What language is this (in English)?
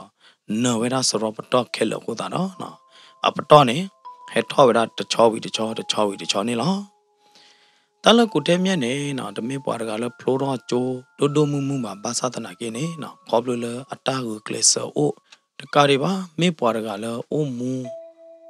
S'gaw Karen